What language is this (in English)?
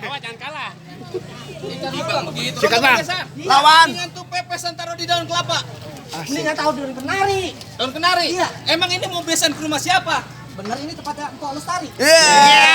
Betawi